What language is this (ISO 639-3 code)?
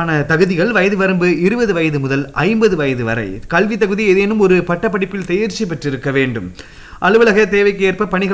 tam